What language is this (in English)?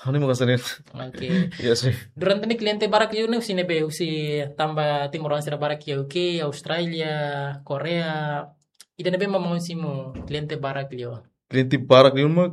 Tetum